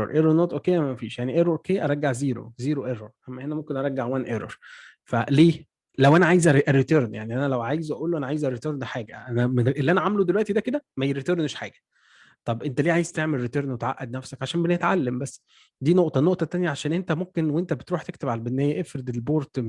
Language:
Egyptian Arabic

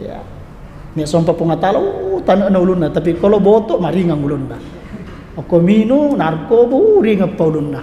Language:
Buginese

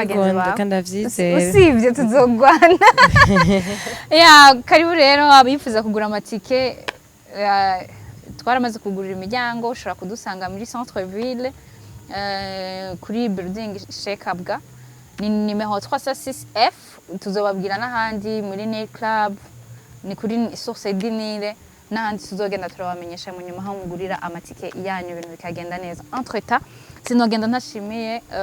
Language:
Rundi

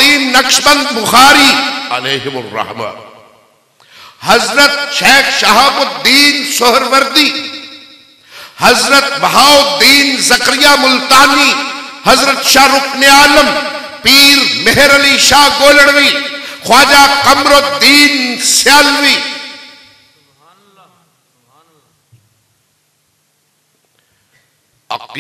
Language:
Urdu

